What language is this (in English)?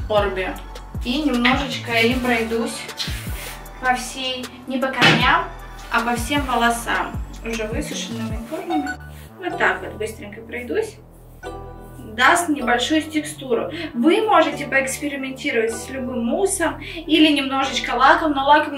Russian